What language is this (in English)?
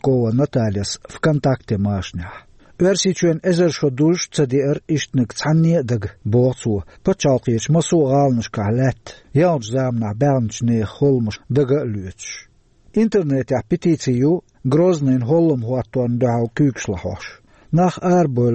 Chechen